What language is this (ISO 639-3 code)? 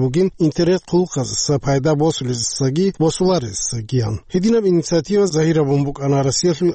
ava